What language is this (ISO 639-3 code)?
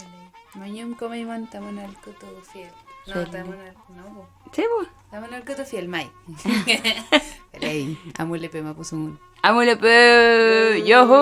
arn